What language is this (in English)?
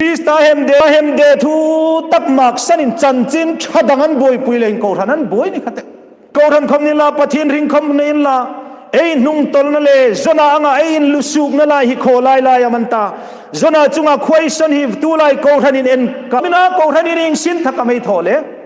Hmar